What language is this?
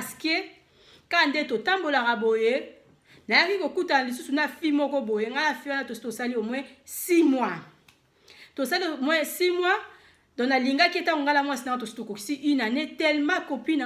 Lingala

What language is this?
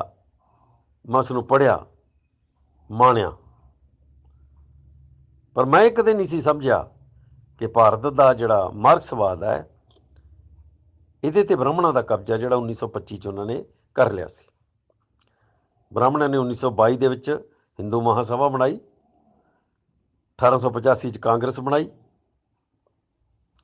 Punjabi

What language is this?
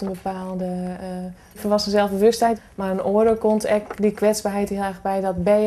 Western Frisian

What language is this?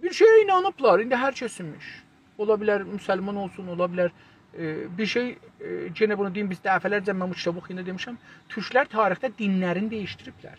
South Azerbaijani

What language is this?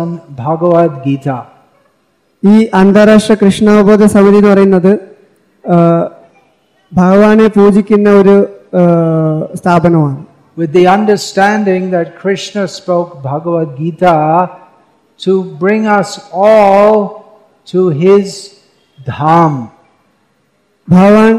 Malayalam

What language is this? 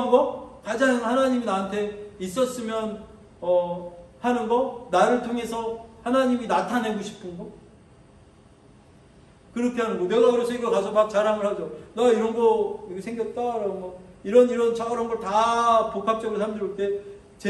Korean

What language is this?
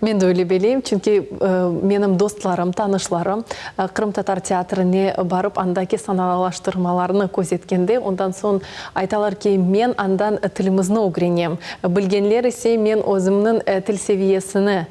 Crimean Tatar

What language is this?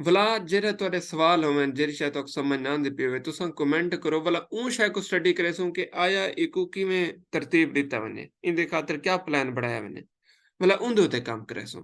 Saraiki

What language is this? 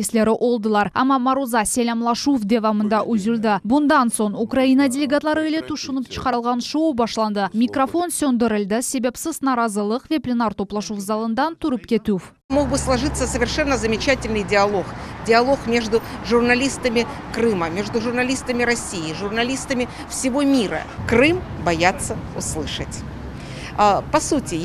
Crimean Tatar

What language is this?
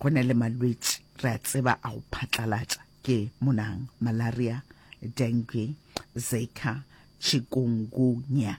Northern Sotho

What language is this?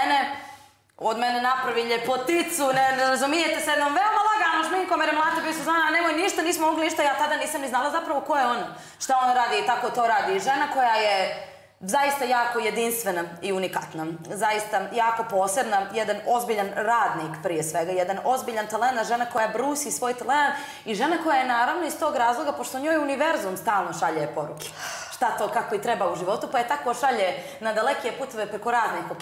Serbian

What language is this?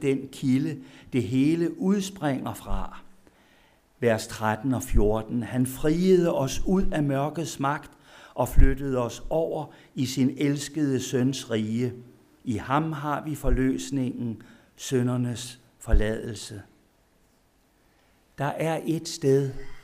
Danish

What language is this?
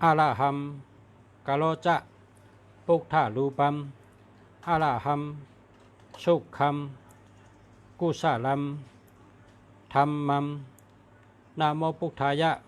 Shan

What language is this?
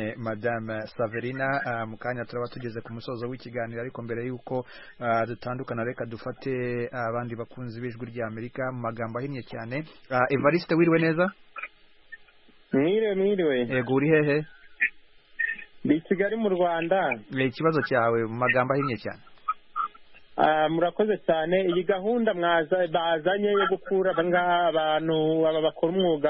Kinyarwanda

